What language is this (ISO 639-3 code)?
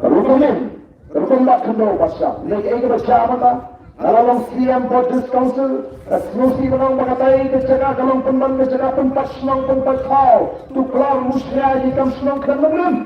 kha